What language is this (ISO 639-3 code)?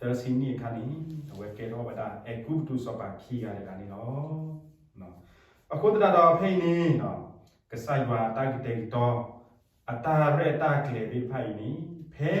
ksw